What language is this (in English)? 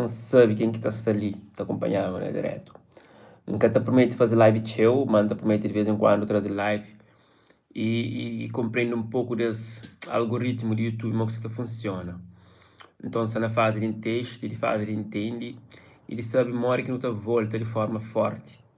Kabuverdianu